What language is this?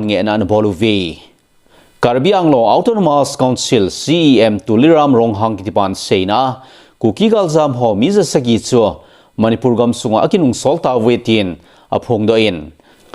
Thado Chin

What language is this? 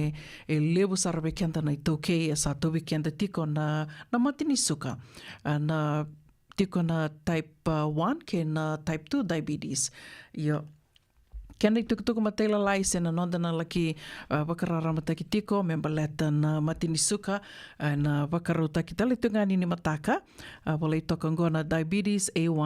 Fijian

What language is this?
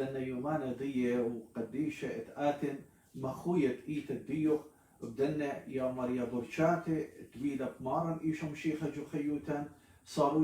Assyrian Neo-Aramaic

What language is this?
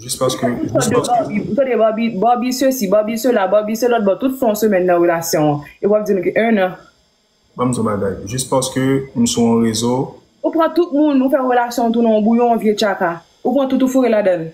Haitian Creole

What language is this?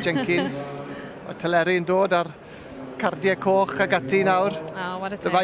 Welsh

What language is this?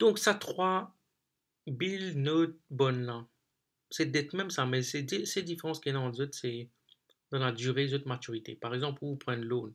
Morisyen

